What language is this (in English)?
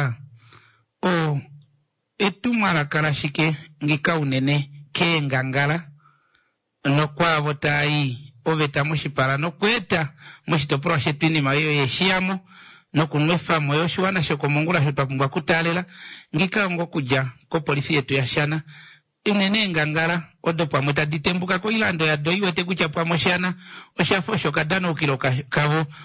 Kuanyama